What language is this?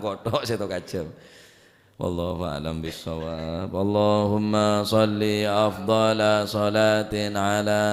Madurese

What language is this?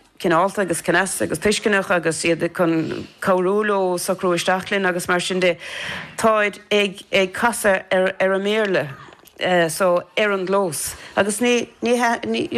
Irish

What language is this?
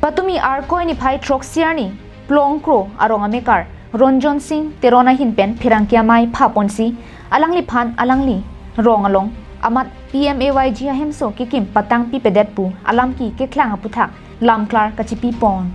Karbi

